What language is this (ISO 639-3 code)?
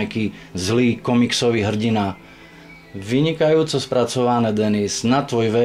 slk